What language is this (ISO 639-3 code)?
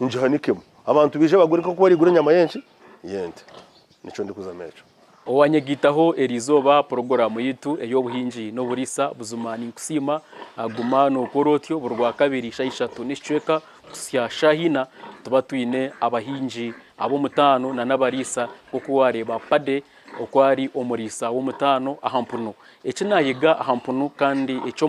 nyn